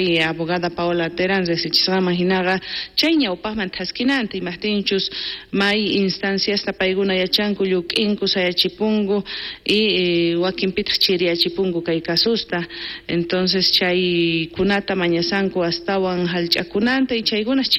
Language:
South Bolivian Quechua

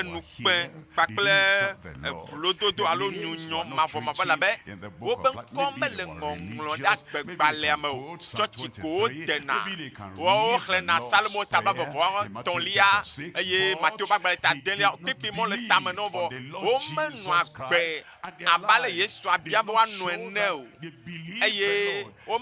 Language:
Ewe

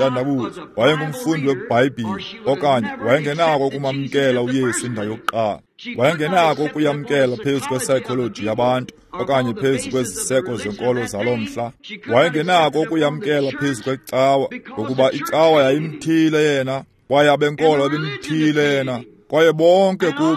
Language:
Xhosa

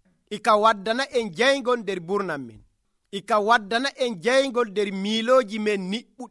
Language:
Nigerian Fulfulde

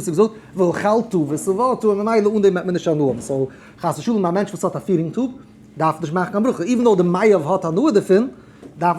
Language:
Yiddish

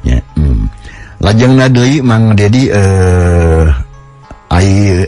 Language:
Sundanese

